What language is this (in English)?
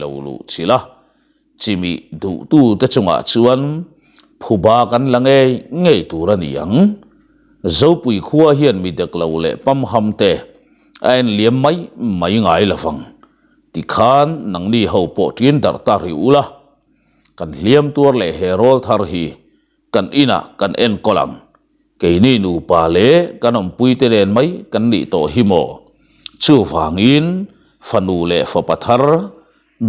Mizo